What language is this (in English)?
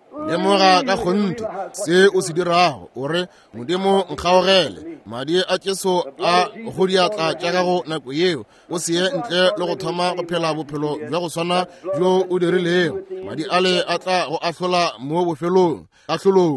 Northern Sotho